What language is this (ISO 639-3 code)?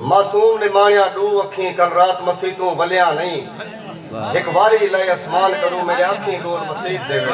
skr